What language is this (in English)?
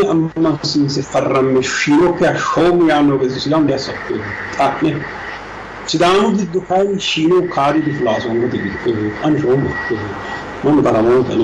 Sidamo